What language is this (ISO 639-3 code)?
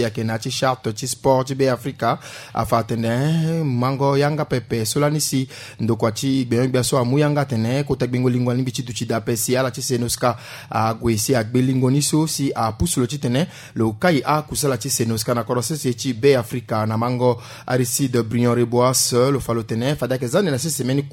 sag